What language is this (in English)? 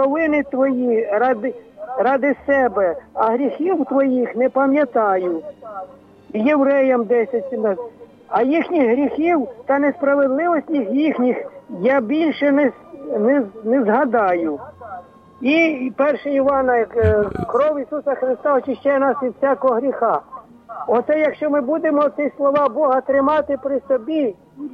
Ukrainian